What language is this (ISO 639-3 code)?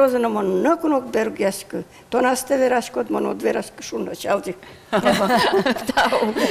udm